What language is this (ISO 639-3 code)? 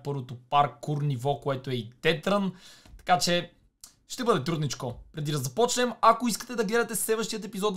bul